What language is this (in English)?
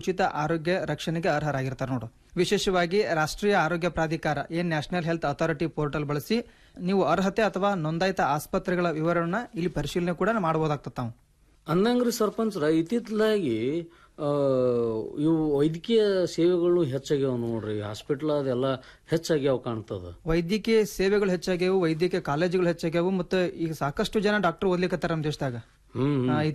Kannada